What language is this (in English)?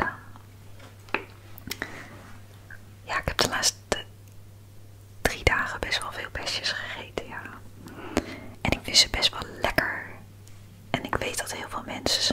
Dutch